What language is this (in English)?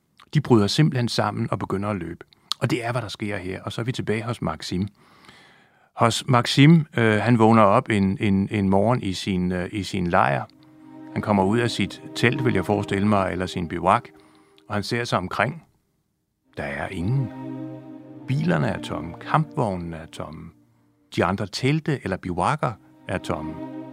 Danish